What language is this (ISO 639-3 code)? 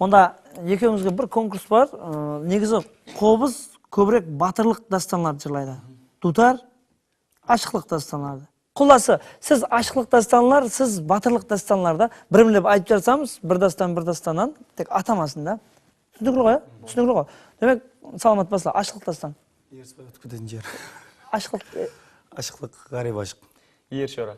kaa